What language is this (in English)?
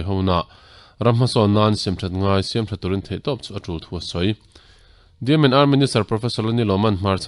Mizo